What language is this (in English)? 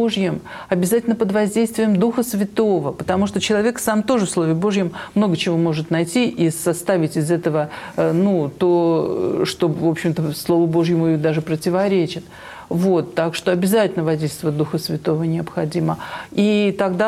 Russian